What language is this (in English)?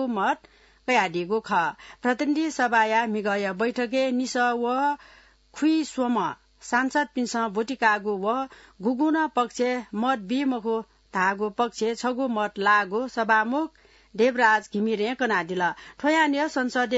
Newari